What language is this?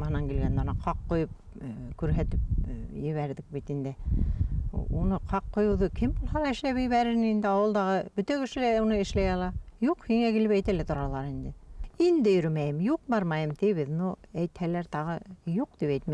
Bashkir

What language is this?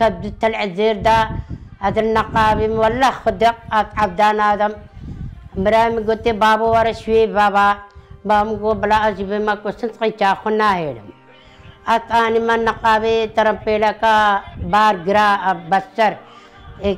Kurdish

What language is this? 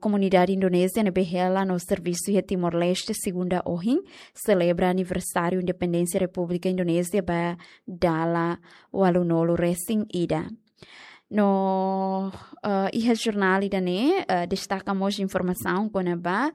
Tetum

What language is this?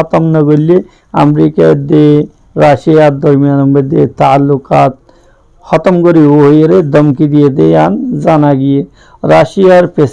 Rohingya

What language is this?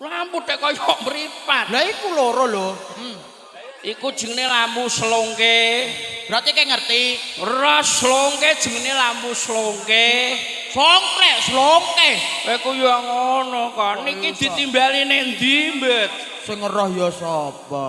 Javanese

